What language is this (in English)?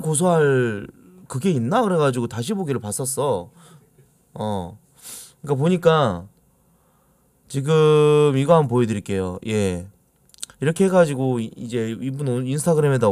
Korean